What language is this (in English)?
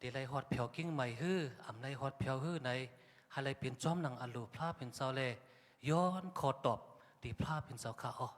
Shan